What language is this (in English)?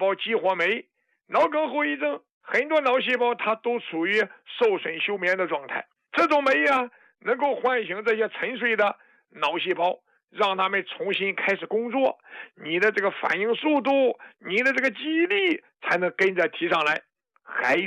Chinese